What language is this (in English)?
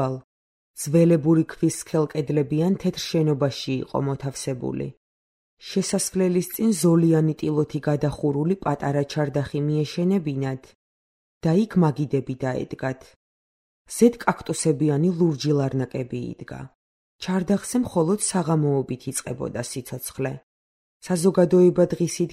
Georgian